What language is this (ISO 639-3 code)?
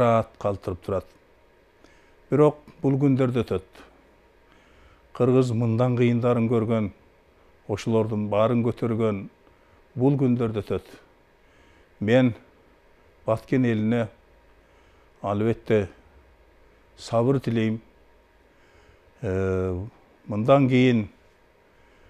kir